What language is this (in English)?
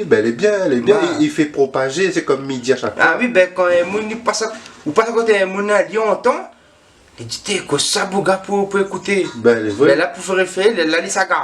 Réunion Creole French